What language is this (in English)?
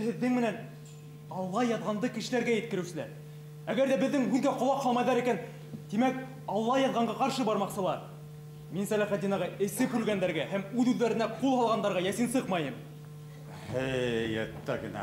Bashkir